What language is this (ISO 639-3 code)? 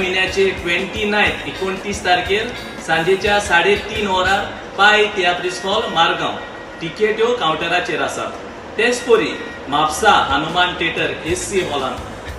kok